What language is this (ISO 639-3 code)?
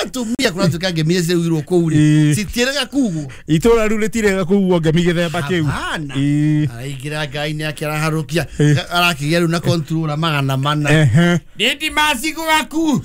kik